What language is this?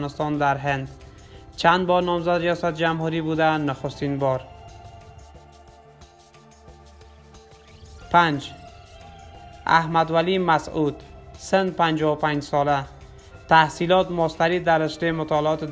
Persian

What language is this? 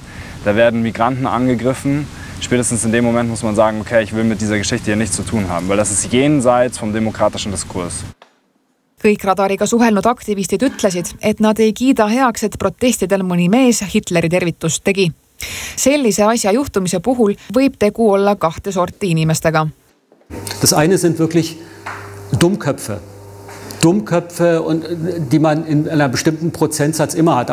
German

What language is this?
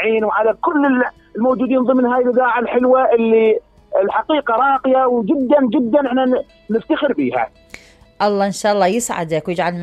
Mesopotamian Arabic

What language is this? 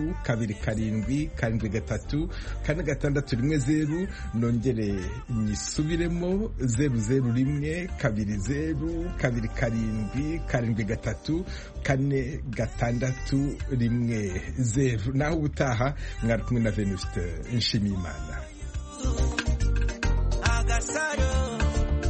Kinyarwanda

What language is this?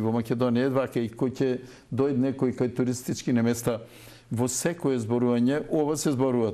Macedonian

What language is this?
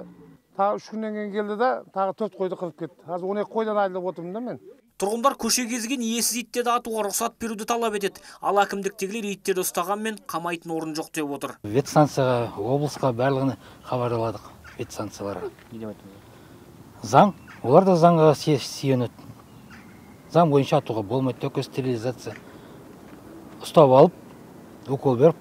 Kazakh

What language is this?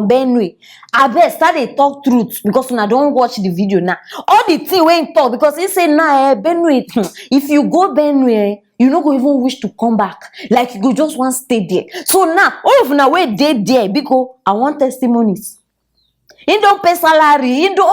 Nigerian Pidgin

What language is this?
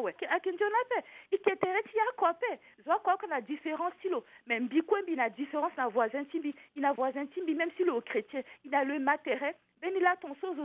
Sango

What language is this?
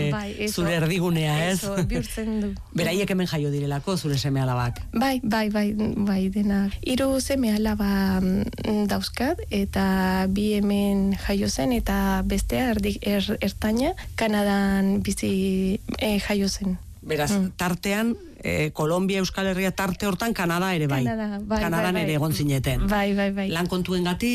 Basque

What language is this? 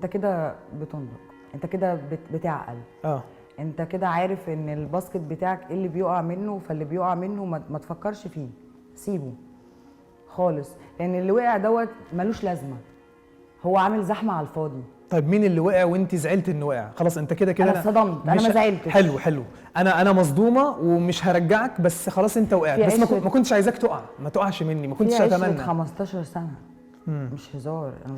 Egyptian Arabic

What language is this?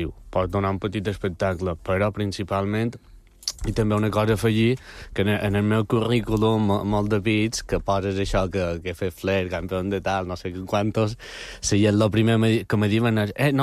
Catalan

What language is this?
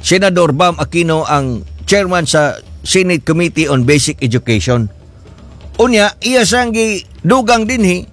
Cebuano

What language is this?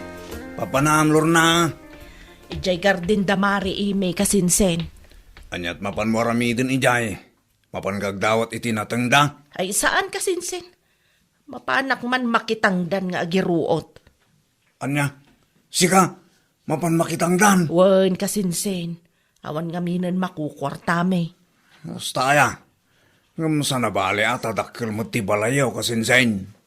Iloko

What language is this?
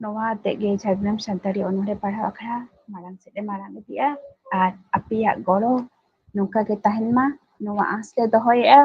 Santali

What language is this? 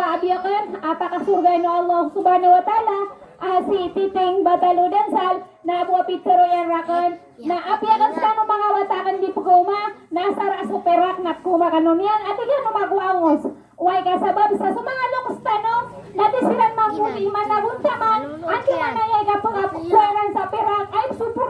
Maranao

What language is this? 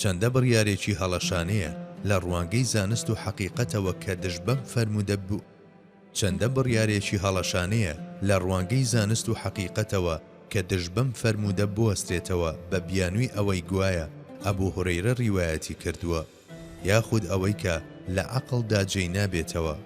Central Kurdish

